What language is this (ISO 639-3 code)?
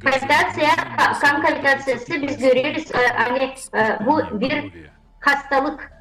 gag